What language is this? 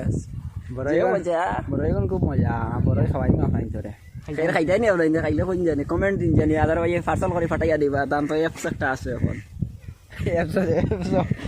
Sylheti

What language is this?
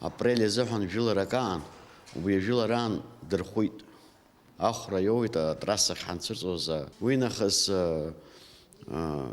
Abkhazian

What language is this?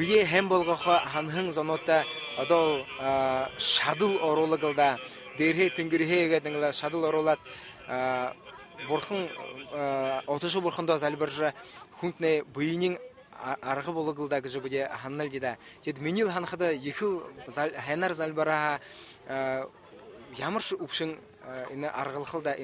Buriat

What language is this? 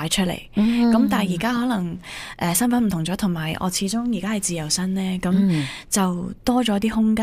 Cantonese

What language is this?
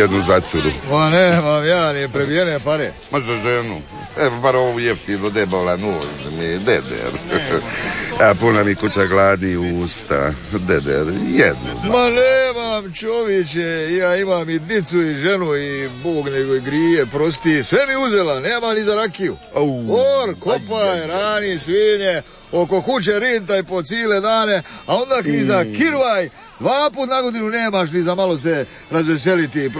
Croatian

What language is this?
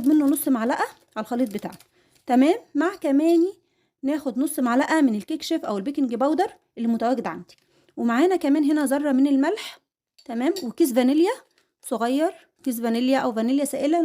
Egyptian Arabic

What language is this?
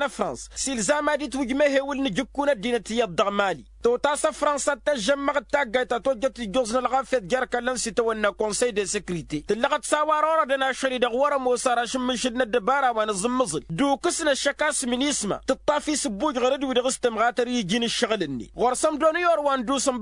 Tamasheq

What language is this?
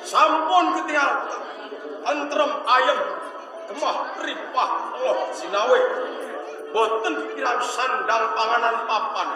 Javanese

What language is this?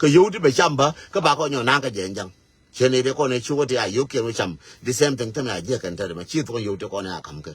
Nuer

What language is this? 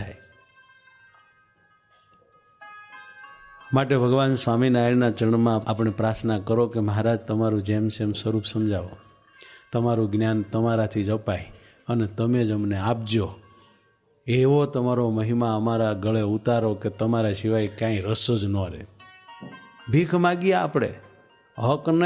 Gujarati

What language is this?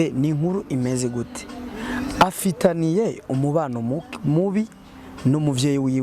Rundi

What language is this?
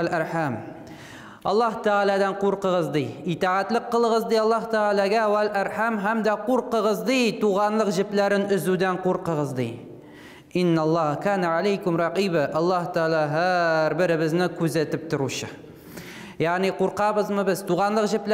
Tatar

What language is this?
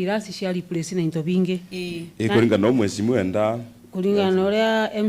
Meru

